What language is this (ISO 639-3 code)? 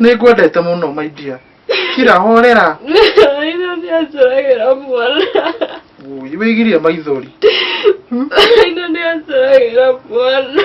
kik